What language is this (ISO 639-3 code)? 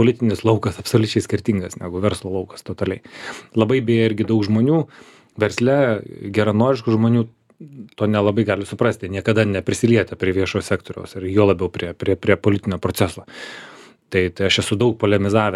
lit